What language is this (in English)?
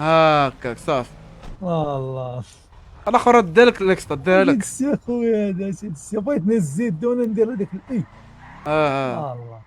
Moroccan Arabic